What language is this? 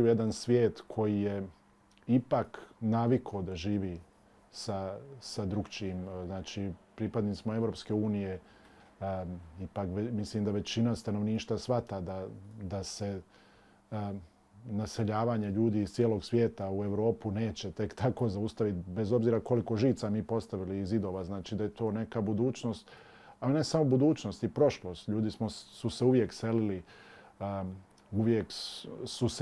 Bosnian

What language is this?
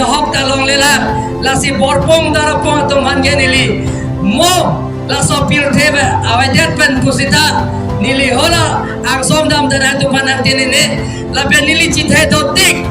Karbi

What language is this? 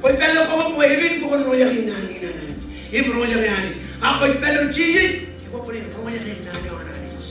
Marshallese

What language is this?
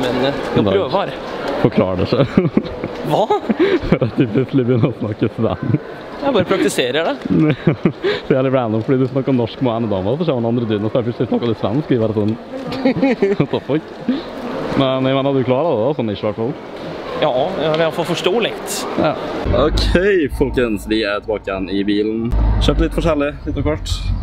Norwegian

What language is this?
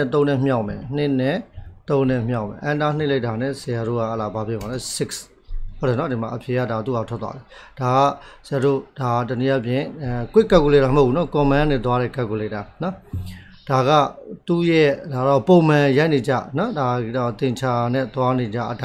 Burmese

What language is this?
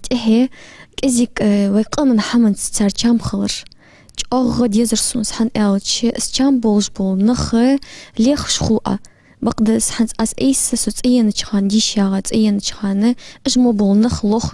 Ingush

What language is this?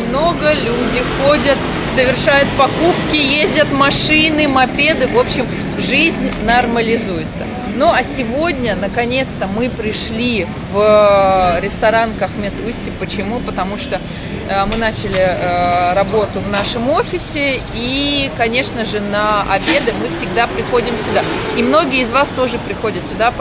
Russian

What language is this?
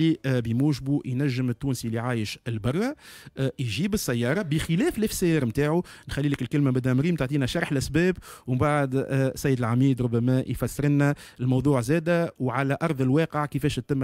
Tunisian Arabic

